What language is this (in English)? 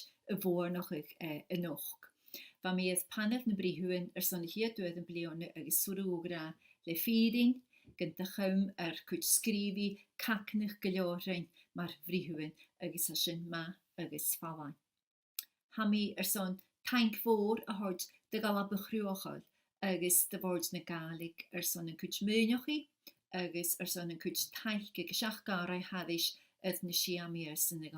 Scottish Gaelic